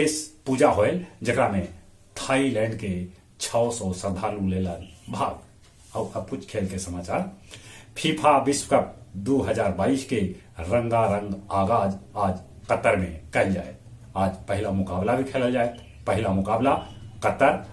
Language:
Magahi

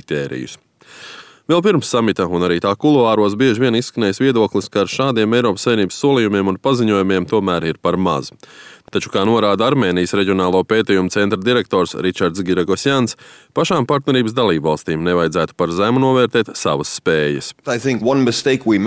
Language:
Latvian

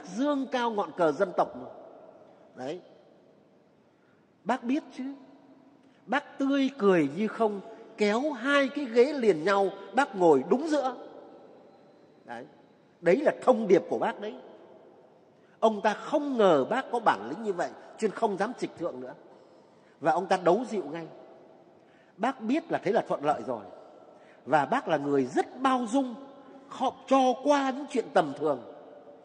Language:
Vietnamese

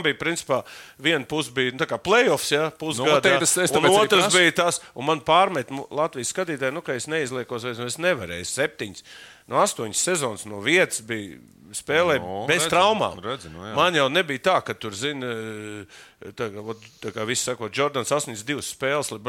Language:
Latvian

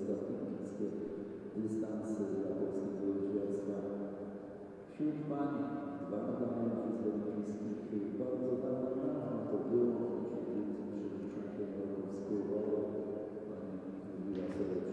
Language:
Polish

